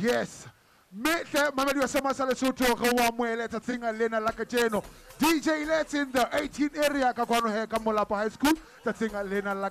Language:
Southern Sotho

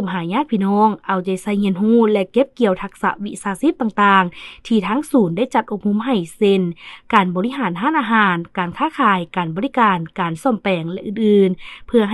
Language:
Lao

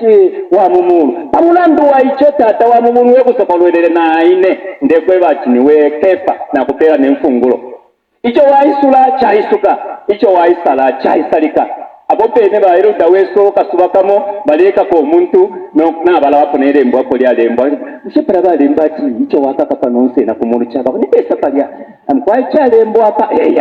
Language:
Bemba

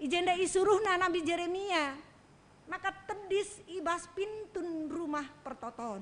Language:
Batak Karo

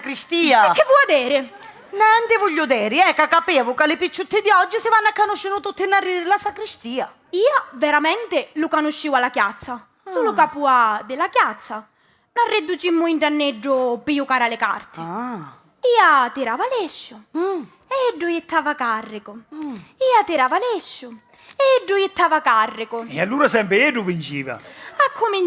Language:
Sicilian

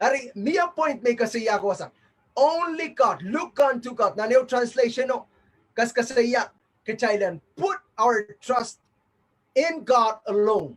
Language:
Pohnpeian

